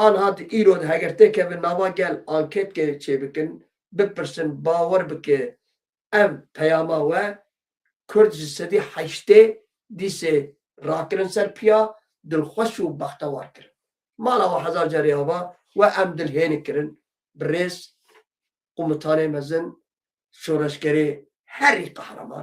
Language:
Kurdish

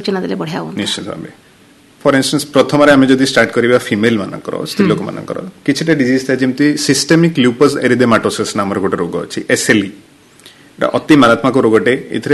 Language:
Odia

